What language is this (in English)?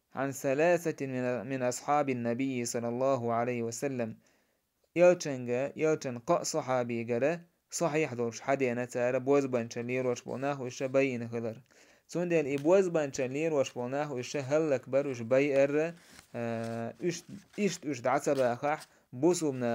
Chechen